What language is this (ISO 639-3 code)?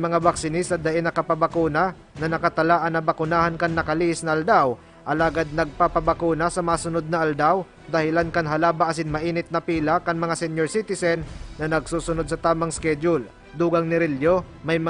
bik